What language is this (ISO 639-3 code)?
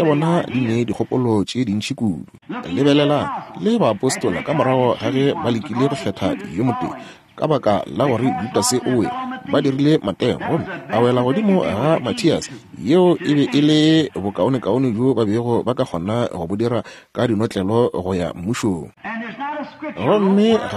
nso